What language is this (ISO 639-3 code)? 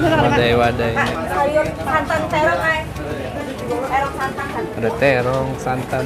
bjn